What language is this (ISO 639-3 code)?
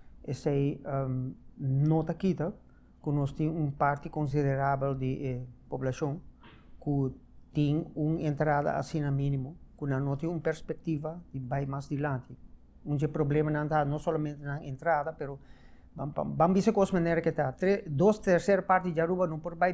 pap